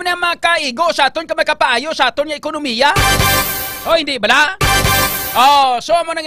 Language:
Hiligaynon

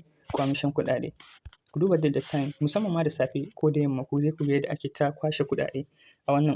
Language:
Hausa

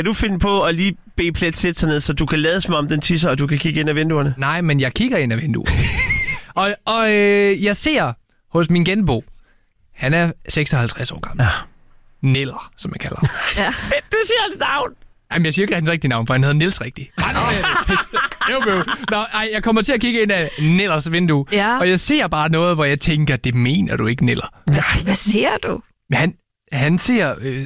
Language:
Danish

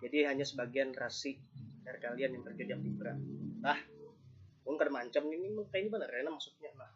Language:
Banjar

